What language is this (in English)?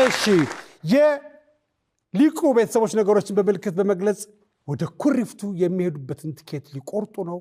Amharic